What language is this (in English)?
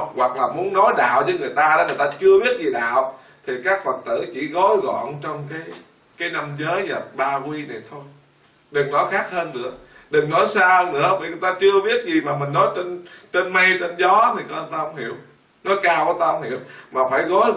Vietnamese